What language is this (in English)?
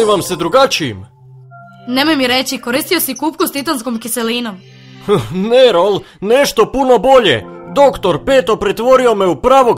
Croatian